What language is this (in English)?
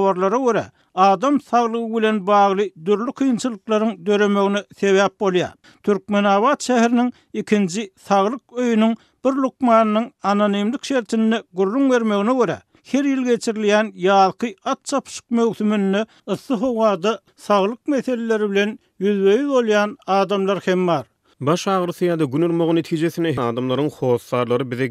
Turkmen